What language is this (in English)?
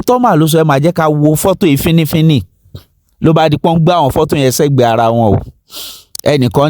Yoruba